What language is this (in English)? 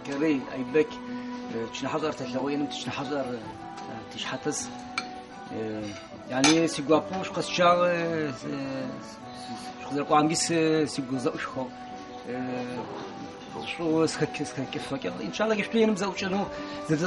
Adyghe